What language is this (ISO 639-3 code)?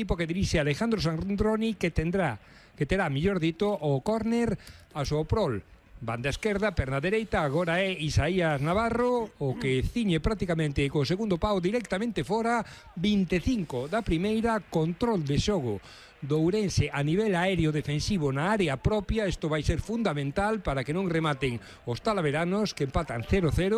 glg